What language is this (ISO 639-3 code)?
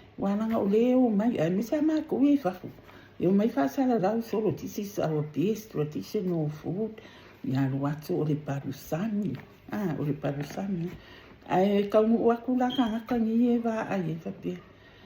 smo